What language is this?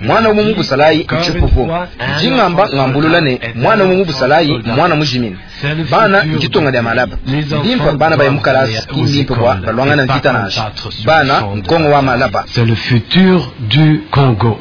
Luba-Lulua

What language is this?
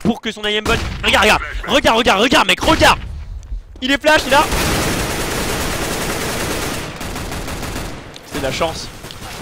French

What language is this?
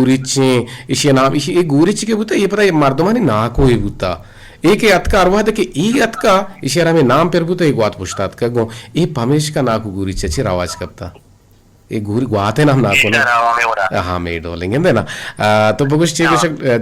Eastern Balochi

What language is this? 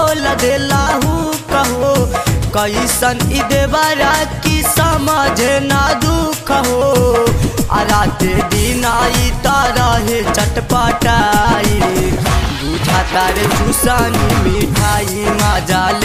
Bhojpuri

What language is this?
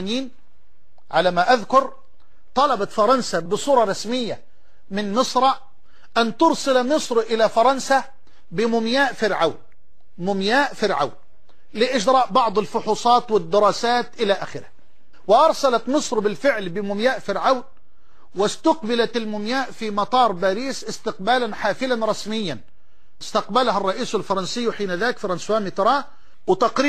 Arabic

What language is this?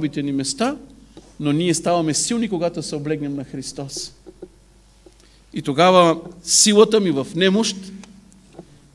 Bulgarian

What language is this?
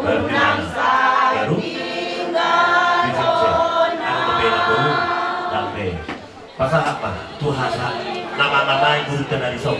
Batak Toba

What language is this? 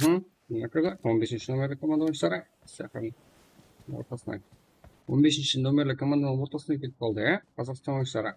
Kara-Kalpak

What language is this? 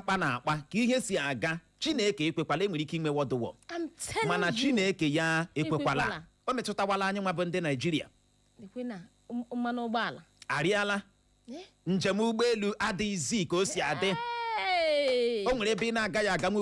Igbo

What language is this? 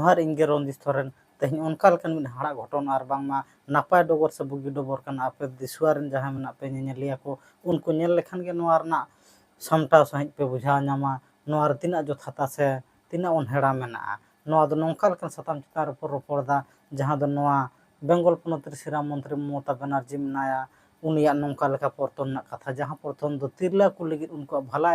Santali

